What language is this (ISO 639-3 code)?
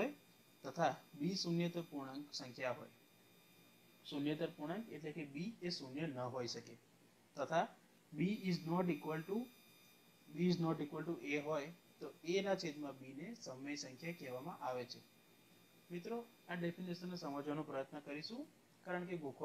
guj